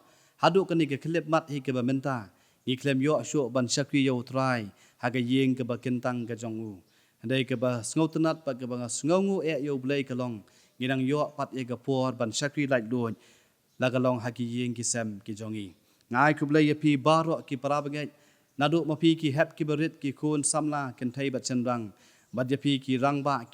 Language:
Khasi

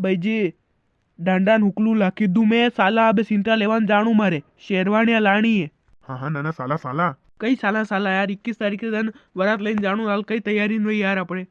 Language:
Rajasthani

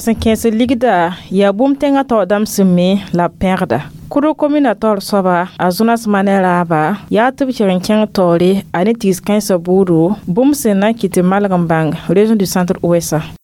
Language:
Mossi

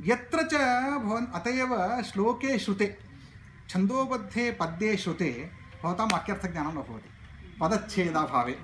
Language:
Sanskrit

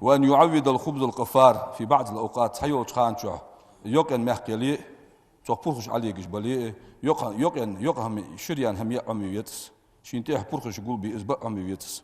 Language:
Ingush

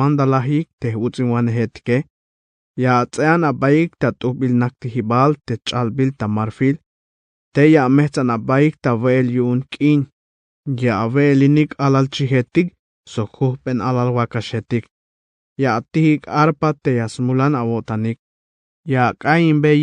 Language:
Tzeltal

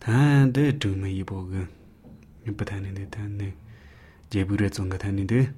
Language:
Latvian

